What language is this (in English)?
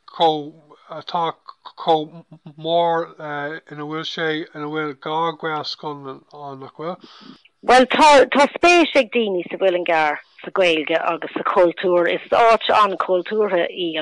Irish